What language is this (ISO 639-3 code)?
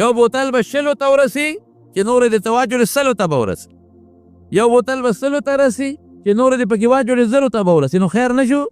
pus